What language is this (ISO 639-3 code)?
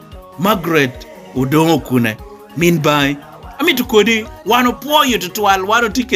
laj